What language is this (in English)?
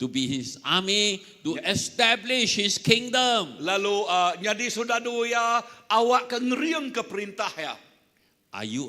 Iban